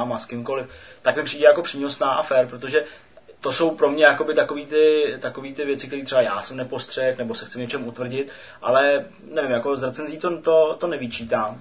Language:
Czech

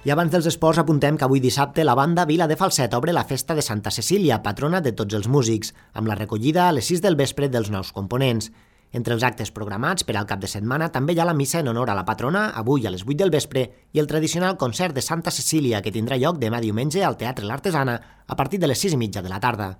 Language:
Catalan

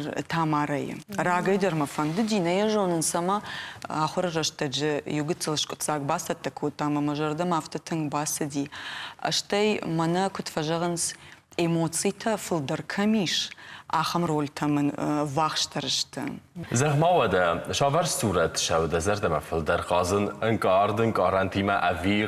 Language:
Ossetic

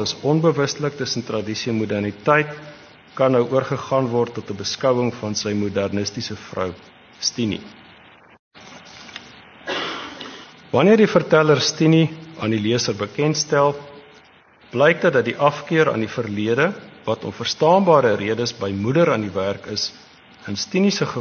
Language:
Afrikaans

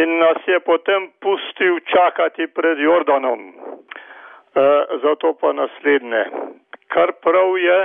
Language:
Slovenian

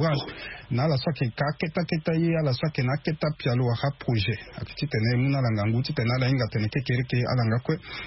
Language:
Sango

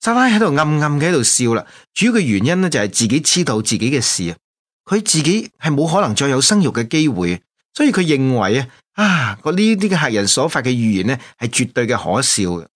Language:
Cantonese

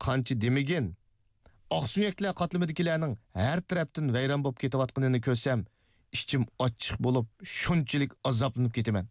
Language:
Uyghur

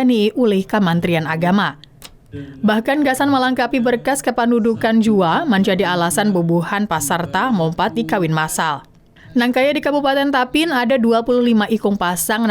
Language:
Banjar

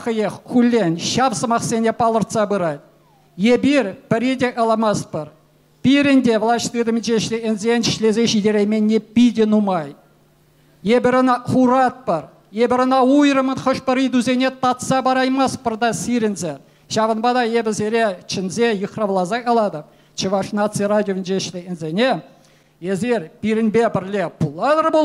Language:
Chuvash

